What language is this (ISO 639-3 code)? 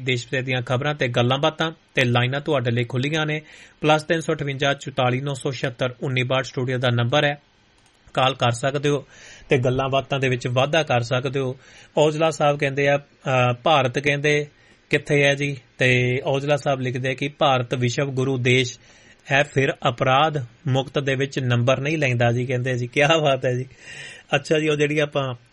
pan